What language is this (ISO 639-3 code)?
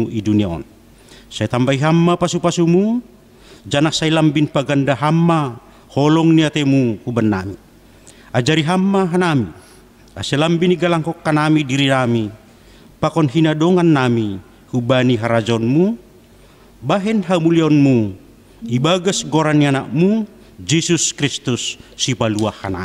bts